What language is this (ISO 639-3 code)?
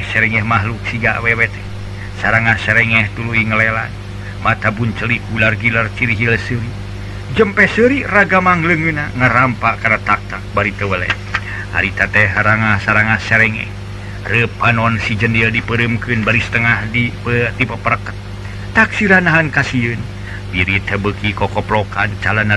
sun